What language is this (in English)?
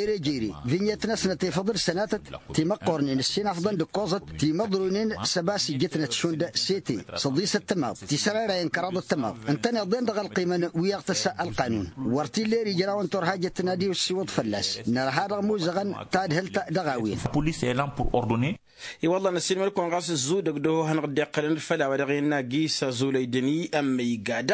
Tamasheq